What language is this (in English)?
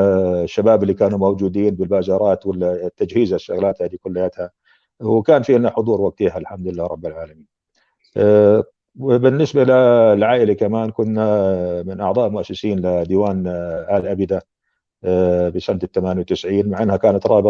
North Levantine Arabic